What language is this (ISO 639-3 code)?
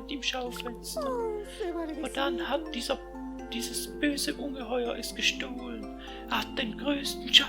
gsw